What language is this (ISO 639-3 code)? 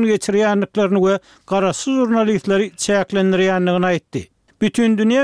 tuk